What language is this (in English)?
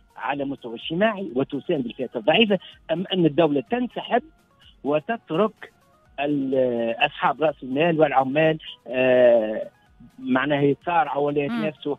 Tunisian Arabic